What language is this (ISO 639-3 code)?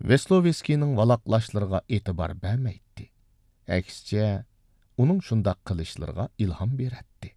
uig